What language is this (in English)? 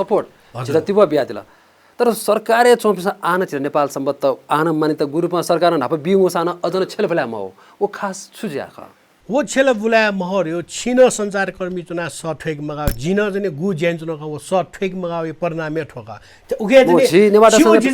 Newari